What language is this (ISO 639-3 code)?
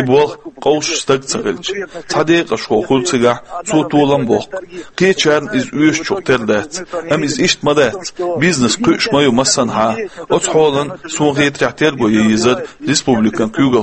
che